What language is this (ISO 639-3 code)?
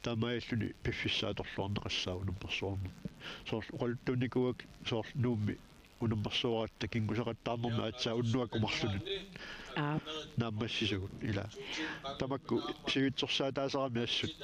kal